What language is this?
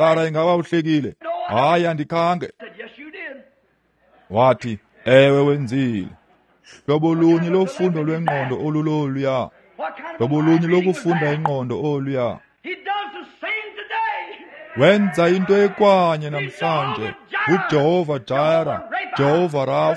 Xhosa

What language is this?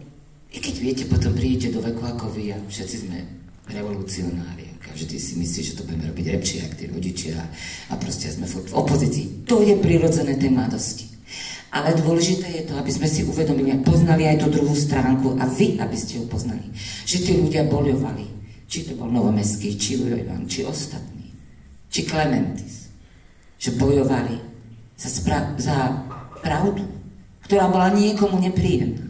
Slovak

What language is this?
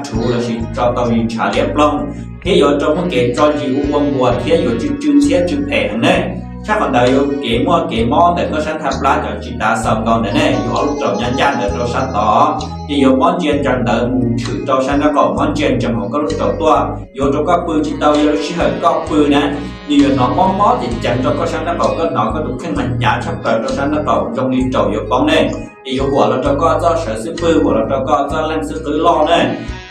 Hmong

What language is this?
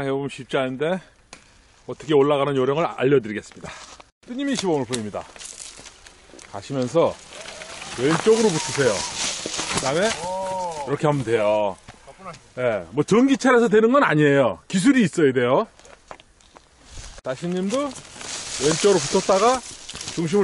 Korean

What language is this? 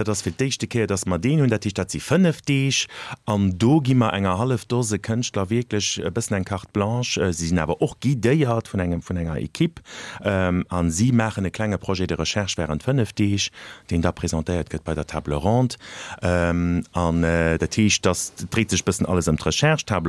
Luxembourgish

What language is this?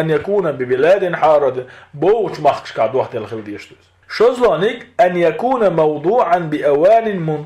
Chechen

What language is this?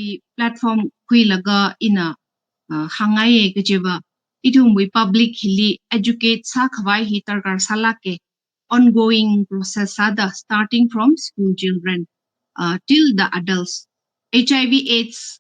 Tangkhul Naga (India)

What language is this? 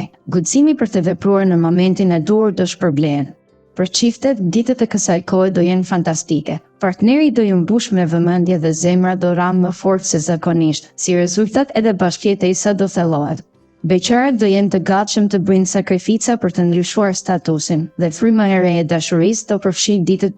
Albanian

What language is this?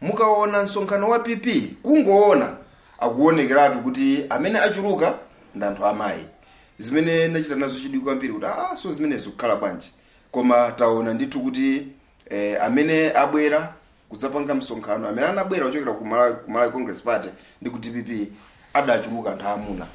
Nyanja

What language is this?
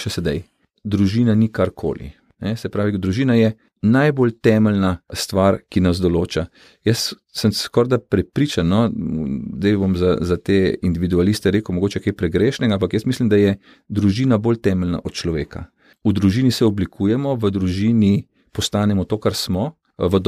Slovenian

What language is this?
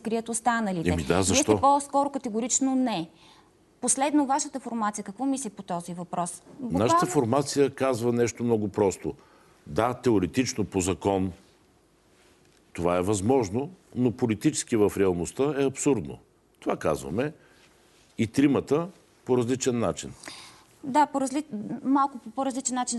Bulgarian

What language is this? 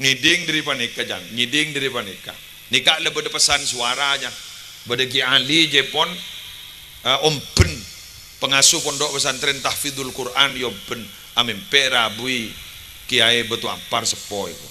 Madurese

